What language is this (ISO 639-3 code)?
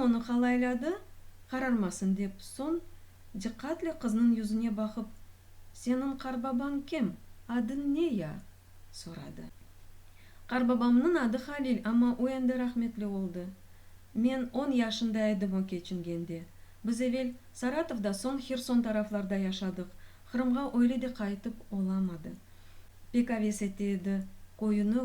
crh